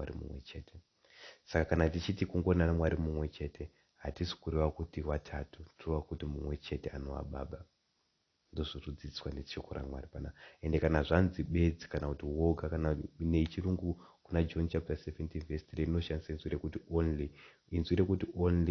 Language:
Shona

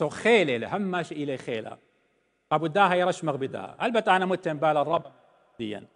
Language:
Assyrian Neo-Aramaic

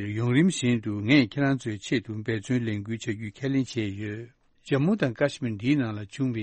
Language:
Tibetan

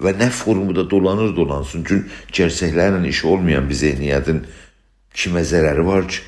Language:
South Azerbaijani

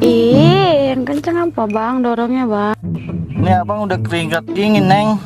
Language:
Betawi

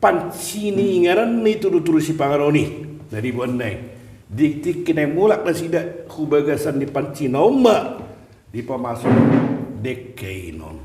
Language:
Batak Toba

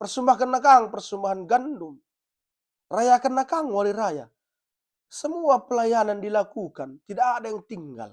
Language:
Batak Karo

